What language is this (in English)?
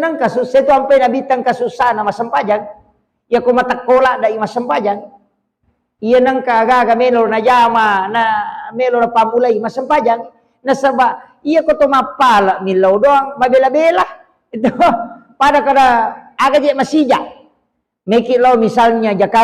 Buginese